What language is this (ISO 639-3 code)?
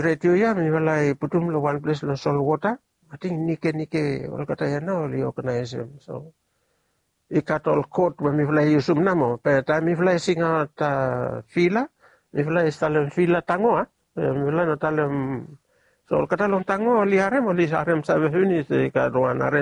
bis